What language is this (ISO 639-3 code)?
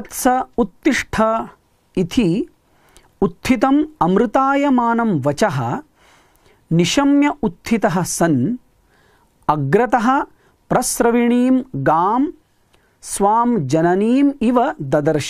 san